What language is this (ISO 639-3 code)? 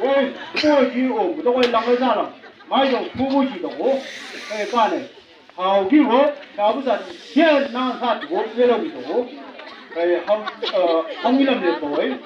nbc